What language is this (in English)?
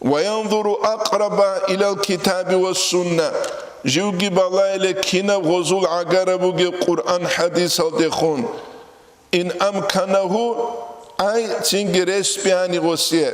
Avaric